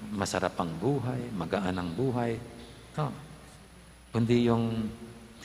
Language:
Pampanga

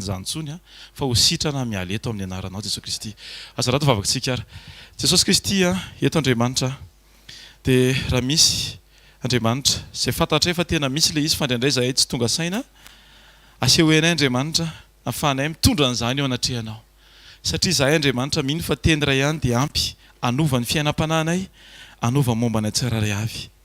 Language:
Malagasy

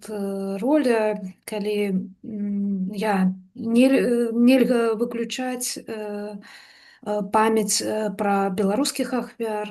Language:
Belarusian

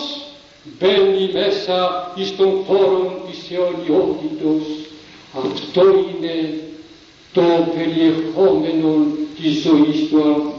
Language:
Greek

